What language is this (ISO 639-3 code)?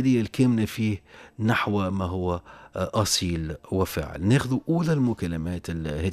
aeb